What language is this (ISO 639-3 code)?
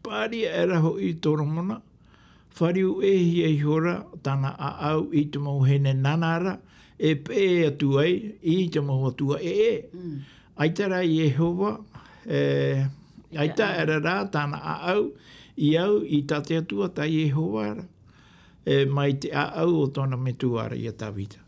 tah